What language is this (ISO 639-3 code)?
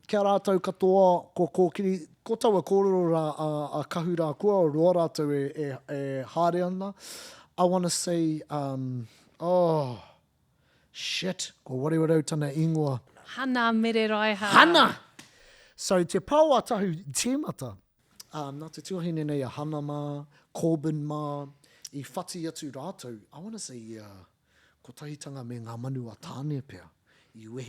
mri